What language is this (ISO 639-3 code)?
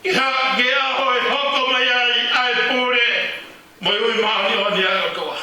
ton